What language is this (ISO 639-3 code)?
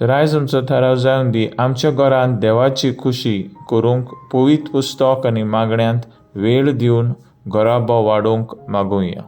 kok